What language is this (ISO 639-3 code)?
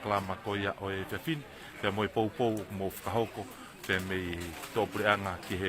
ton